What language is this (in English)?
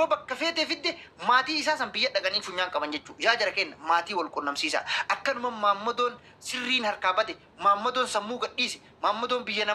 Oromo